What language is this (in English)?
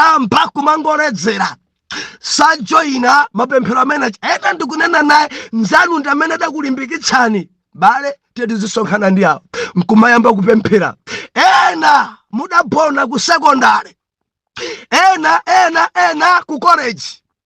Nyanja